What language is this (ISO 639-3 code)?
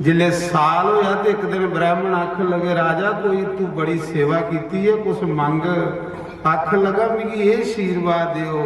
doi